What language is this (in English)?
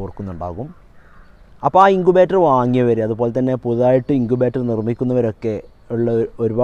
Malayalam